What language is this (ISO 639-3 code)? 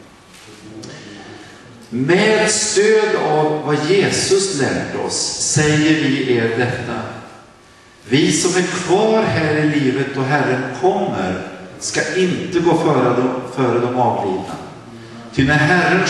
swe